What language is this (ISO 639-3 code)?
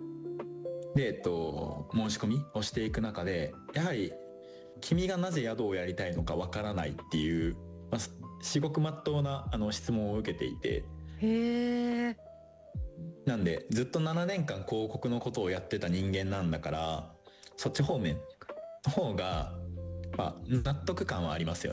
jpn